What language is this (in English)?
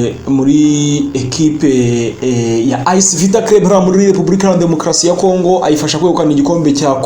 Kinyarwanda